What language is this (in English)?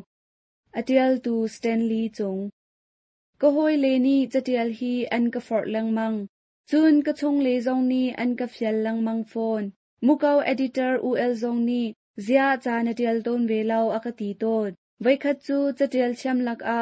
Hakha Chin